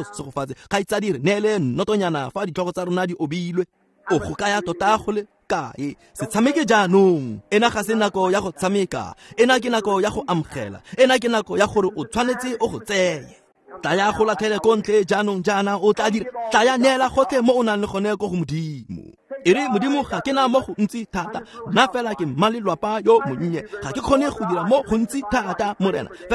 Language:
Tswana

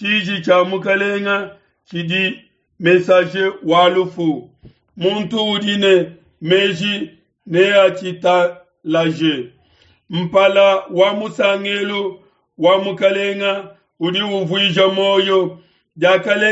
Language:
Luba-Lulua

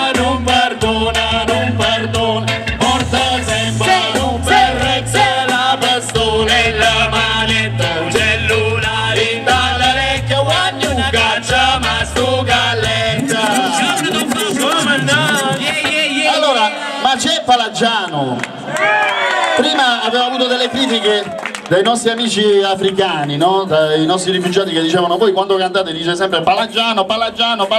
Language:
Italian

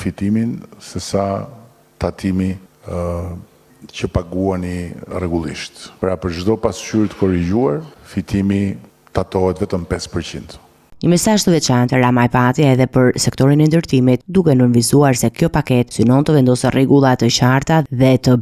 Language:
Albanian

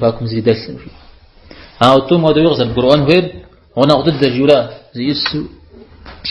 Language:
Kabardian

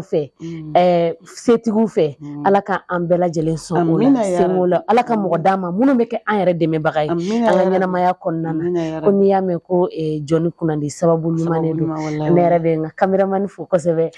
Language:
Bambara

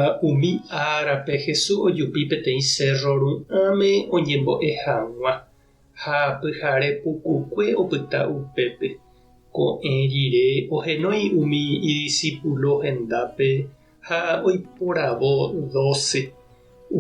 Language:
Guarani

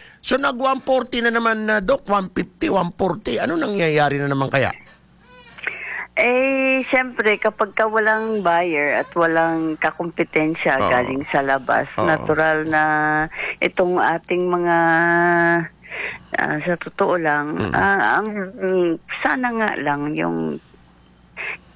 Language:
Filipino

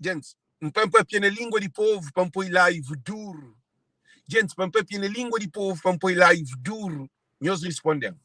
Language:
Kabuverdianu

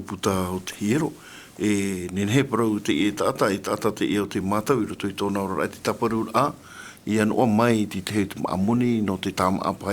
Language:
Tahitian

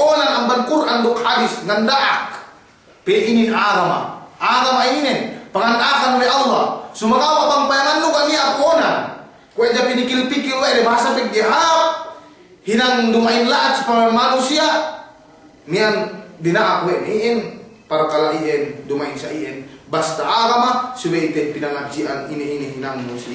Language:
Yakan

